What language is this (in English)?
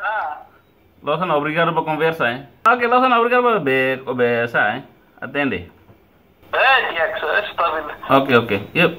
Tetum